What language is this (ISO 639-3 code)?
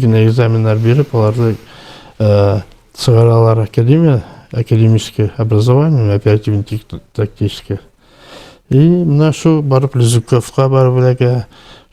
bak